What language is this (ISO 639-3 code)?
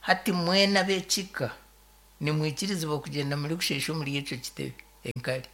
nyn